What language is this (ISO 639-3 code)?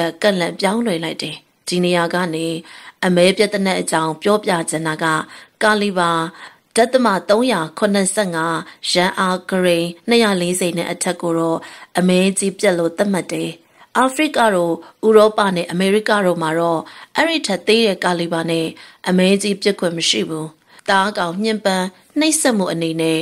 mya